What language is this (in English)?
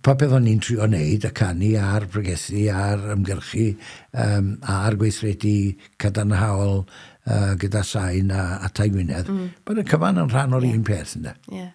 Welsh